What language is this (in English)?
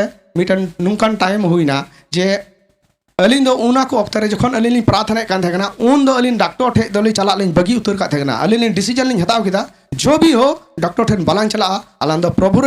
Santali